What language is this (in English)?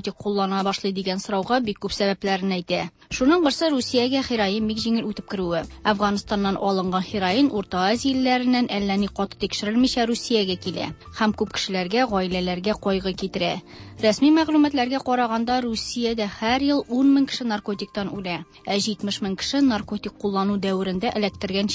Tatar